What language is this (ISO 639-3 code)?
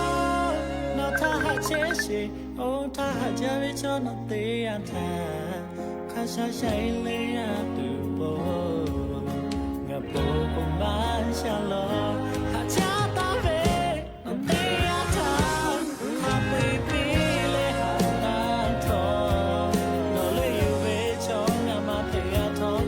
lhu